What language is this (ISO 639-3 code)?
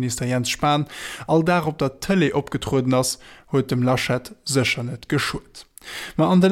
ltz